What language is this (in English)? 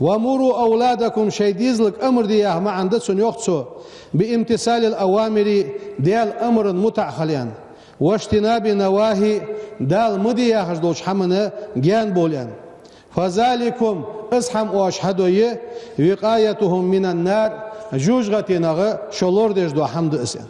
Ingush